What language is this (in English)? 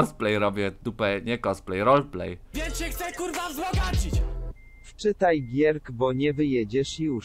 Polish